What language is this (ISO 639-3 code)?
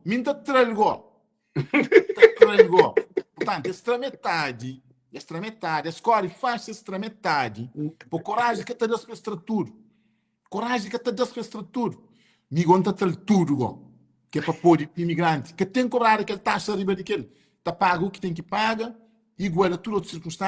kea